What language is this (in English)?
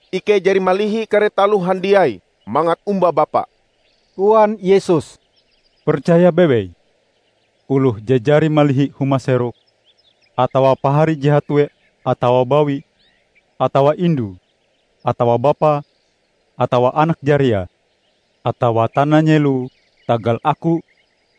Ngaju